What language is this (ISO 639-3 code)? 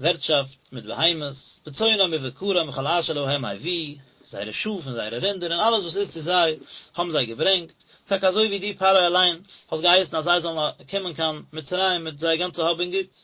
yid